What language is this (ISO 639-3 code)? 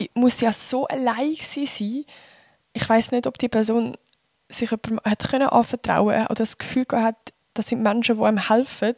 gsw